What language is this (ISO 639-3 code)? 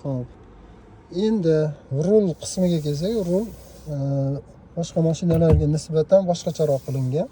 uzb